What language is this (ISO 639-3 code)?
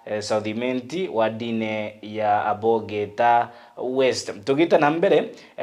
mer